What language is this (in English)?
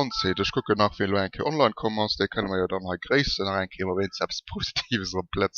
Luxembourgish